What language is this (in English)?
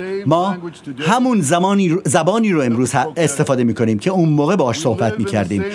Persian